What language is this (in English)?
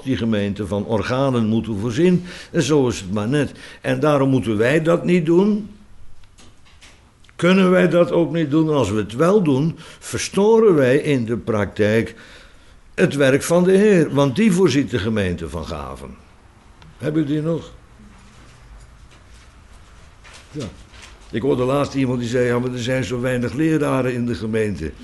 Dutch